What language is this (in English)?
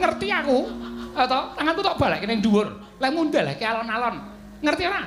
Javanese